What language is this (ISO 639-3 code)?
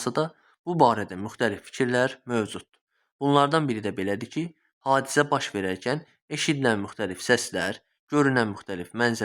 aze